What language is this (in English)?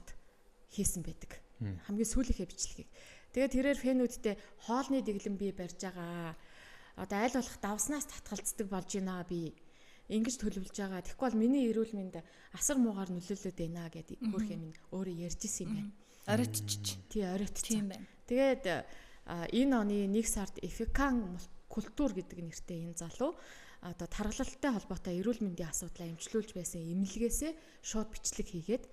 Mongolian